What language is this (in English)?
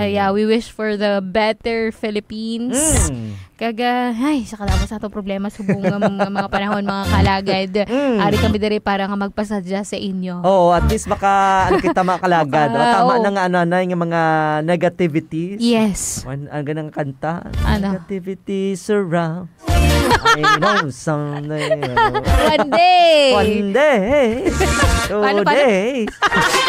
Hiligaynon